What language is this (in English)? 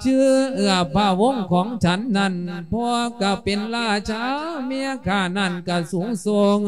Lao